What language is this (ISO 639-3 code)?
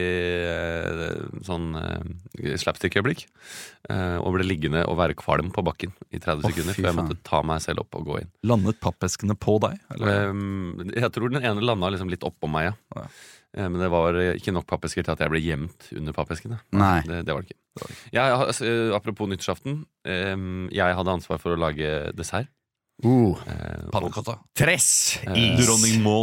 nor